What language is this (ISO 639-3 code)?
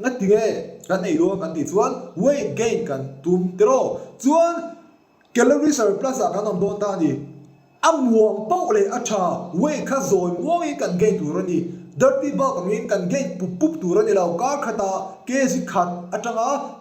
lus